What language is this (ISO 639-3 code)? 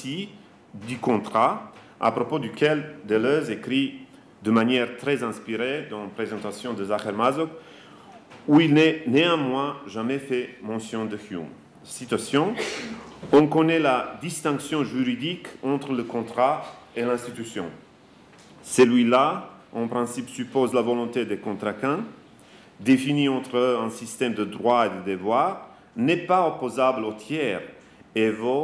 fra